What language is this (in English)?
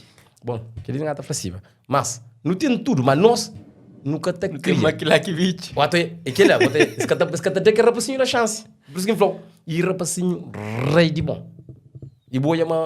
Kabuverdianu